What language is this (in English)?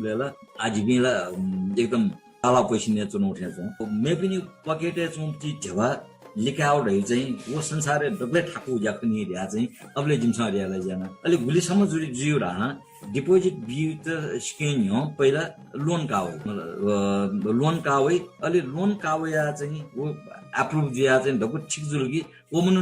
Newari